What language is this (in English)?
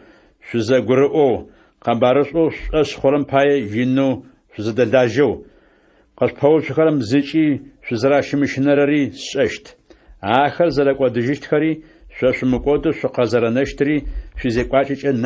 Adyghe